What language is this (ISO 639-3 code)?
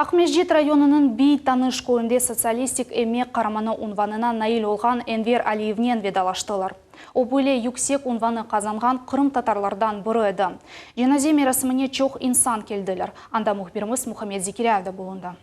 crh